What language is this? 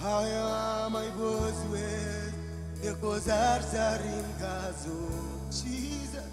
Marshallese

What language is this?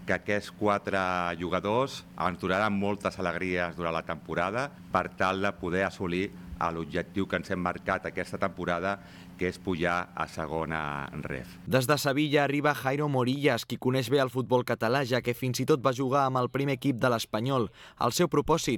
Catalan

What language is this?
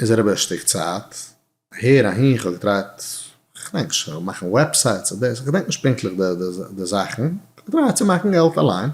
Yiddish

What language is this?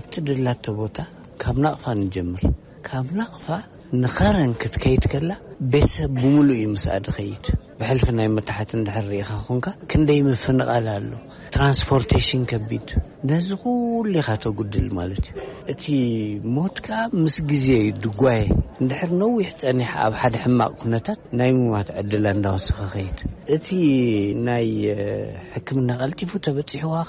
Tigrinya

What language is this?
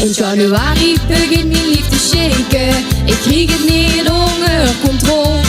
Limburgish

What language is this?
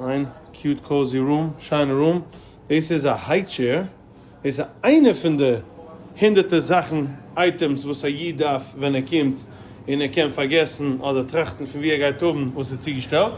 Yiddish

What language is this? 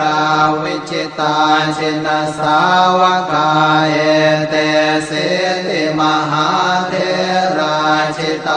Pali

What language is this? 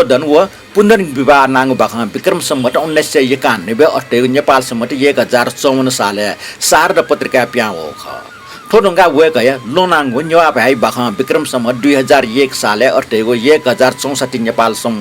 Newari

